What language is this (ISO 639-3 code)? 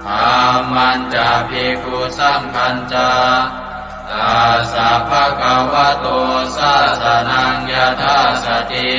pli